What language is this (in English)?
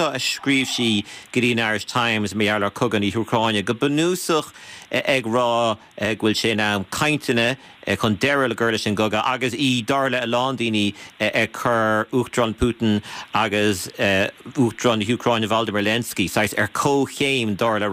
Irish